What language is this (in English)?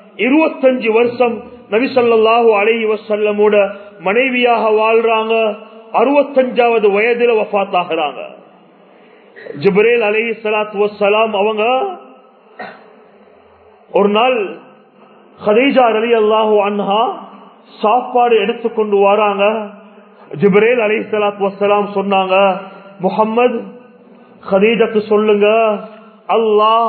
Tamil